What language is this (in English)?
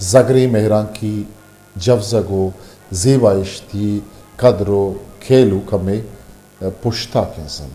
Eastern Balochi